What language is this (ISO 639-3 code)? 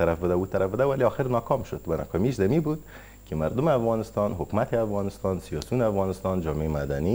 fas